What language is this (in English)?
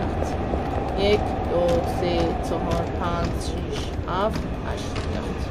South Azerbaijani